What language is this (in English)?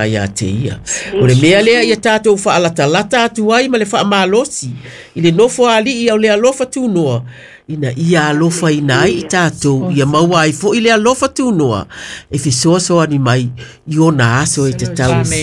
Samoan